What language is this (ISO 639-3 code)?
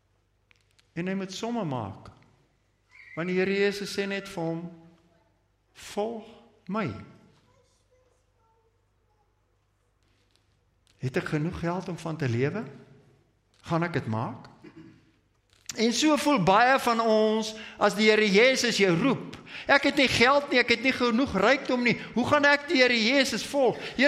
afr